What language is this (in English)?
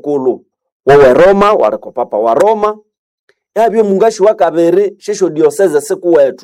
Nande